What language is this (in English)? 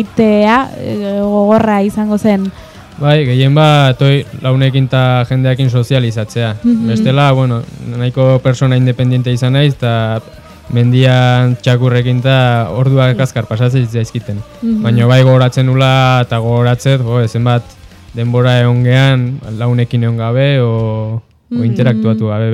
Basque